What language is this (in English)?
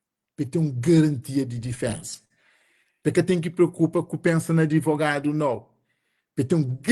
Kabuverdianu